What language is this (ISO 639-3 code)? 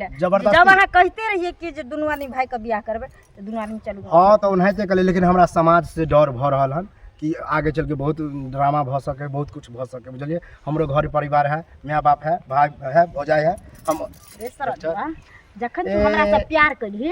mai